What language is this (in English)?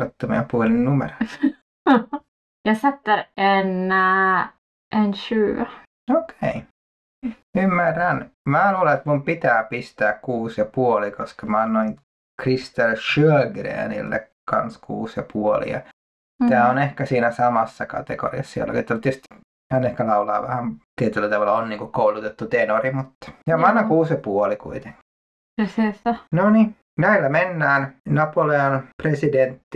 Finnish